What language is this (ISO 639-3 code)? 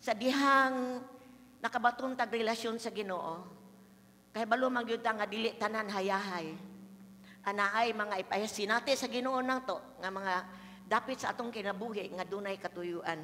ceb